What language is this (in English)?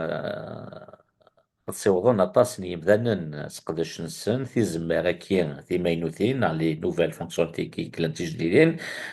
Kabyle